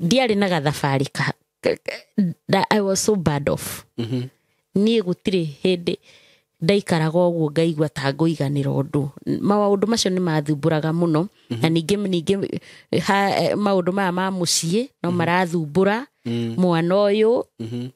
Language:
Kikuyu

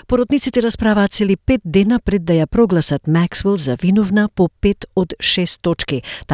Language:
Macedonian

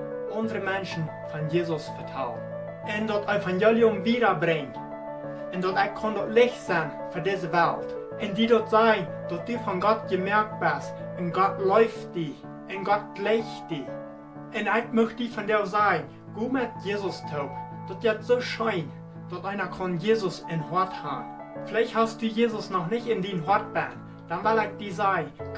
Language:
Plautdietsch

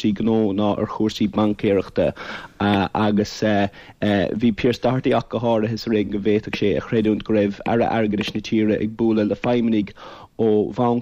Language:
Irish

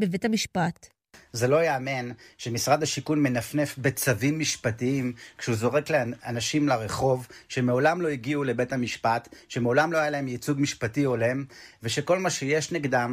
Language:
Hebrew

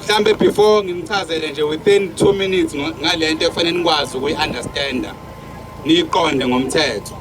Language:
Zulu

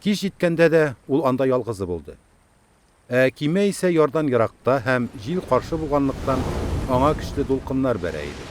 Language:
Tatar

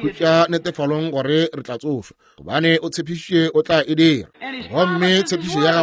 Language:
Northern Sotho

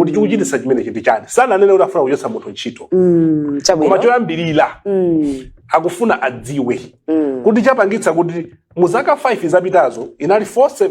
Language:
Nyanja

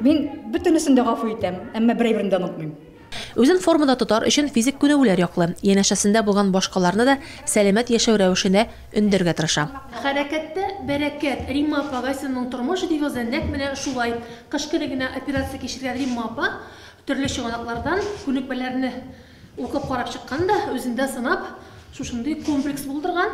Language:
Tatar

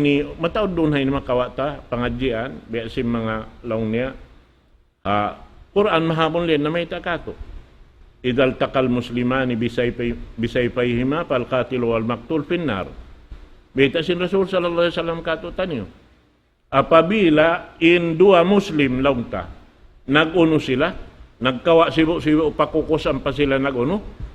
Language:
Tausug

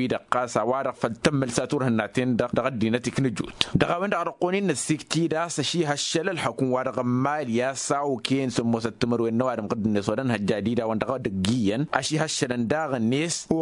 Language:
Tamasheq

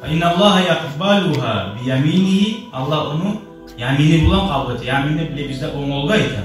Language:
Kumyk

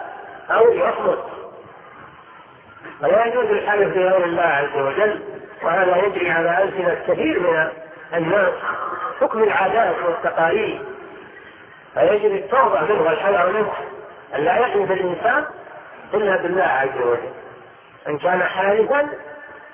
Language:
Arabic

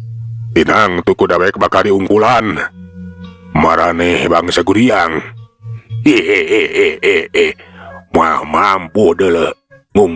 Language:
Sundanese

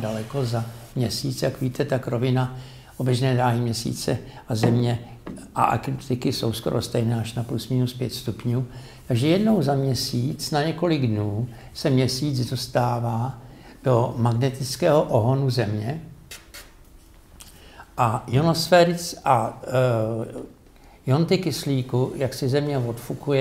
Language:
Czech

